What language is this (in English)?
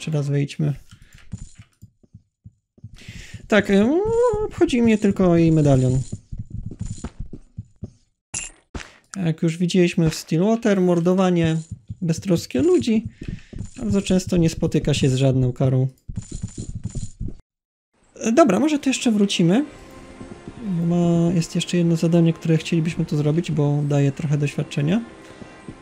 Polish